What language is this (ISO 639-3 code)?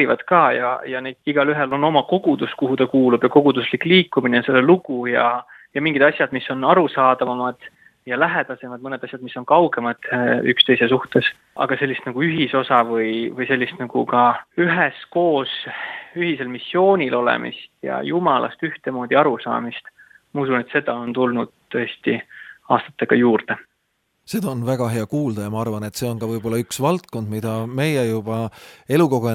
est